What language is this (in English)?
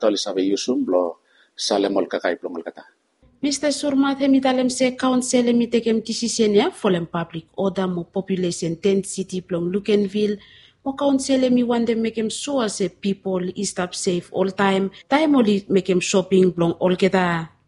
Bislama